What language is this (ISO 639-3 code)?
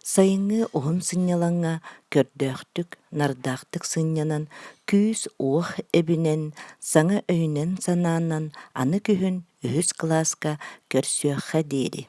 sah